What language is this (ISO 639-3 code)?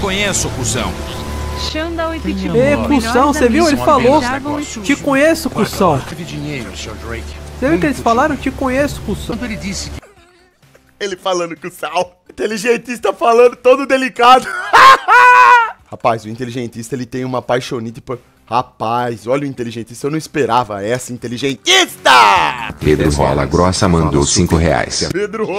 por